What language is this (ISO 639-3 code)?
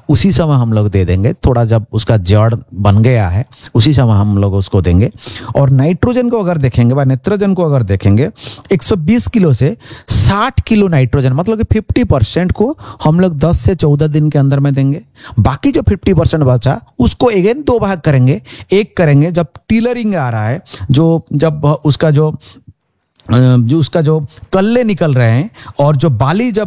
hin